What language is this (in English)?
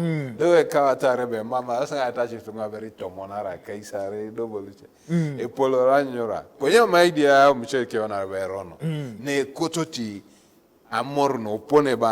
Teso